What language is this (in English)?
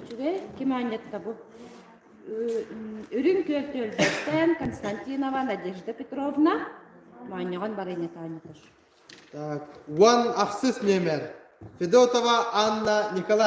Yakut